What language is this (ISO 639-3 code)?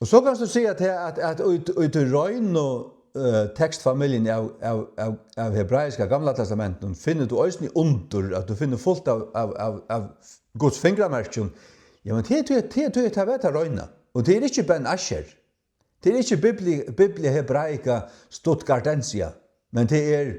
fao